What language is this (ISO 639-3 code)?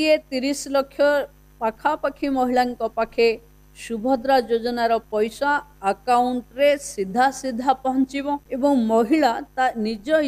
ori